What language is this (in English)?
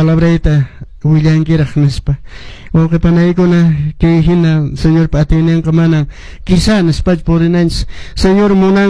Quechua